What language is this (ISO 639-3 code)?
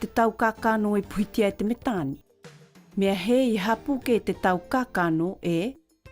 mqm